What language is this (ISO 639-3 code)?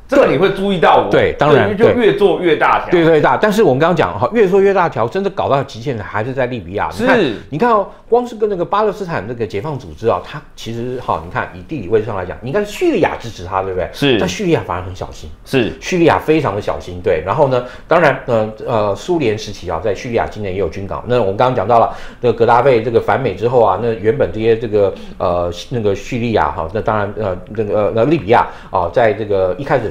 zho